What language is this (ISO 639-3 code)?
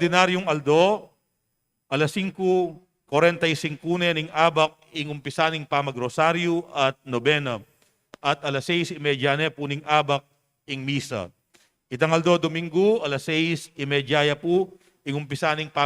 pam